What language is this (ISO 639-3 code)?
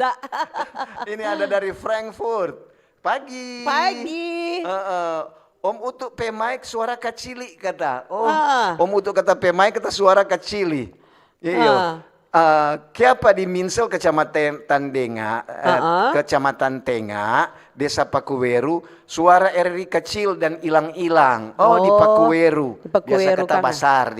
xmm